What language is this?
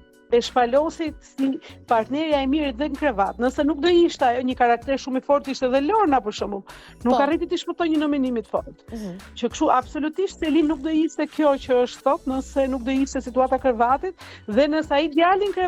Albanian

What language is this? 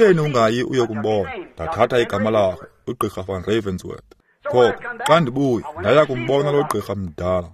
Xhosa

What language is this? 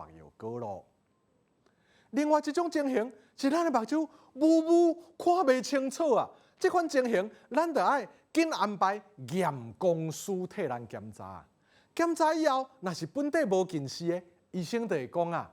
Min Nan Chinese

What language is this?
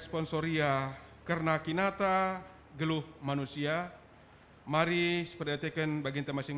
Batak Karo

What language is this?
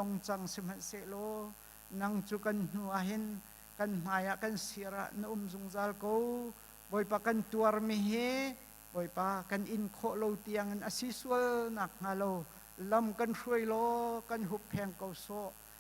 Hakha Chin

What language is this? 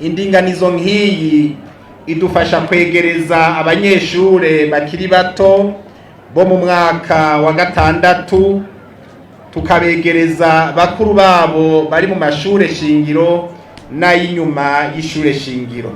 Rundi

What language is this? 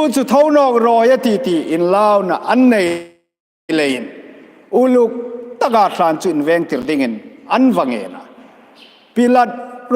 Hmar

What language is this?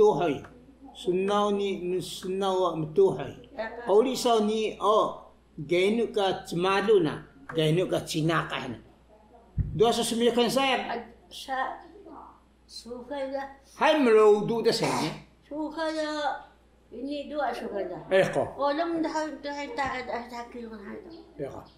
Taroko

